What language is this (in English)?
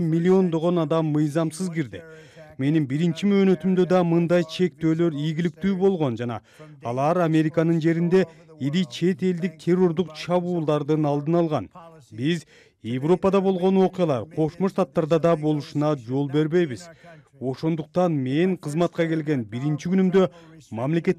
Kyrgyz